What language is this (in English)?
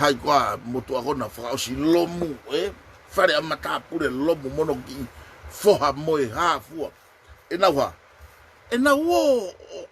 Tongan